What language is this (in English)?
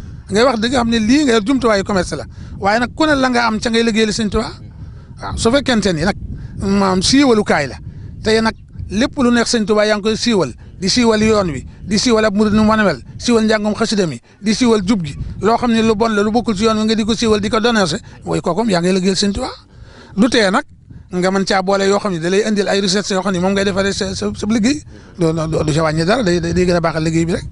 Wolof